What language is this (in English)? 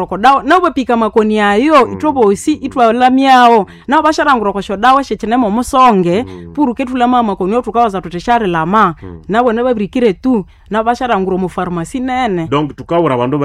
Nande